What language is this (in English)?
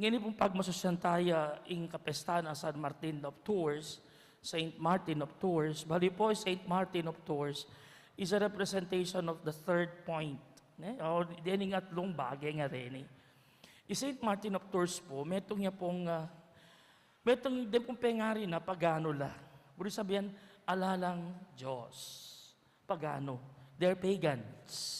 Pampanga